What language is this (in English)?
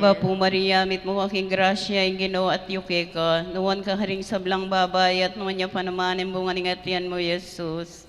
Pampanga